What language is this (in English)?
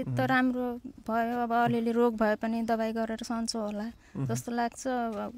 Nepali